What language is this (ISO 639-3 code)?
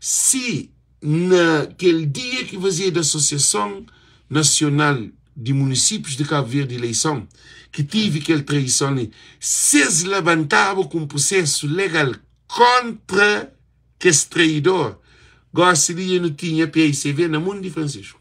kea